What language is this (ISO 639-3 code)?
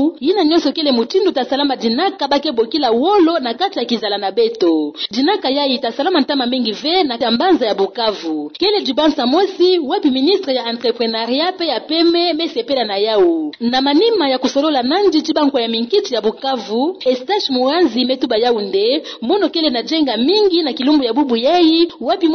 ktu